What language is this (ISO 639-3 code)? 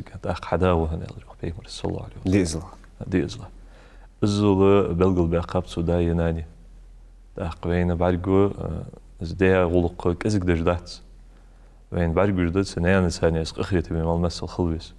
inh